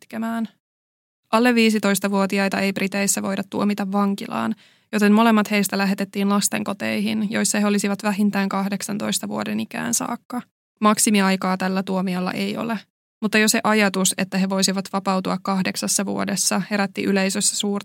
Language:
Finnish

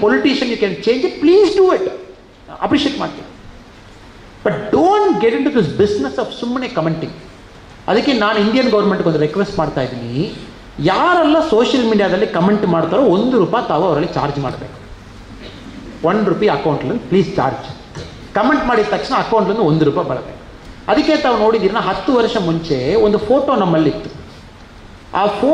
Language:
Kannada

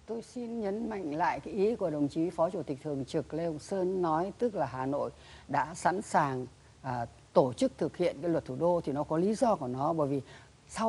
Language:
Vietnamese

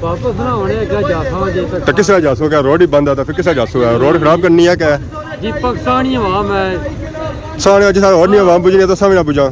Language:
Pahari-Potwari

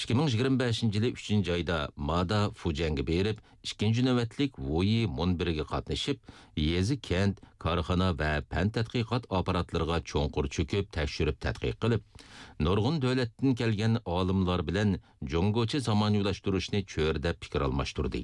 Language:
Uyghur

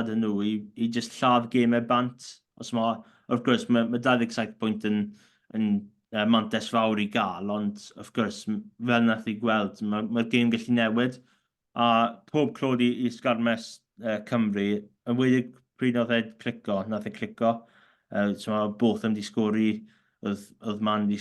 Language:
Welsh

